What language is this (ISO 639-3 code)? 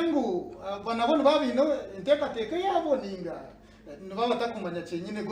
nyn